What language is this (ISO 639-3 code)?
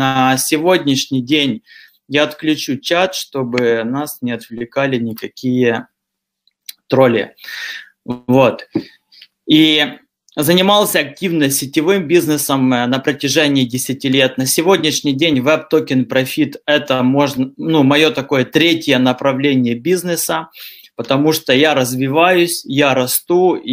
rus